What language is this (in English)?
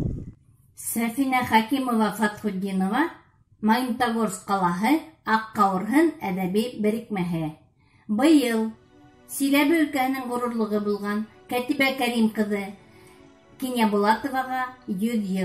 Bashkir